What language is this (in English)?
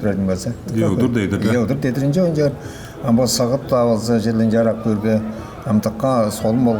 Tuvinian